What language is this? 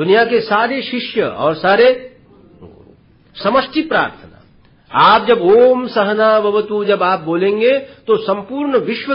Hindi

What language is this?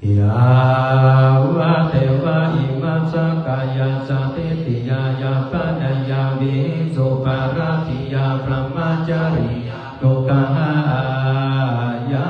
Pali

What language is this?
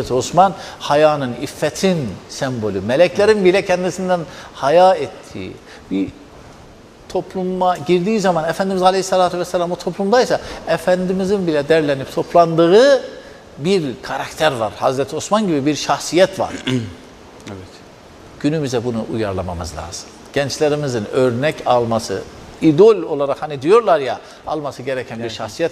Turkish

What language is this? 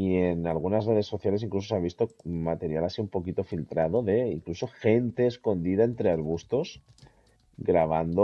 Spanish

